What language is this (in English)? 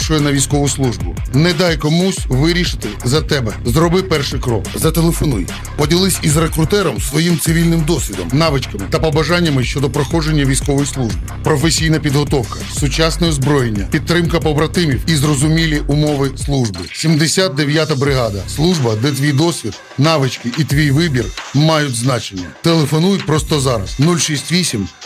Ukrainian